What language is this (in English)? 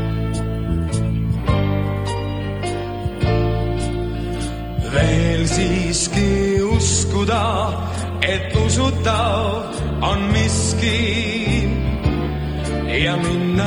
Estonian